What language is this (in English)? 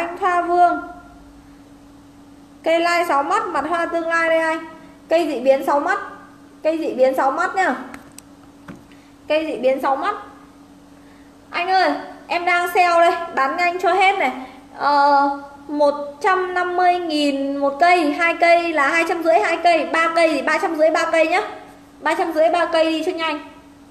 Vietnamese